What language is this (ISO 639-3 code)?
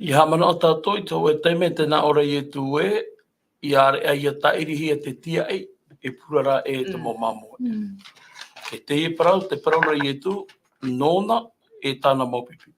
tah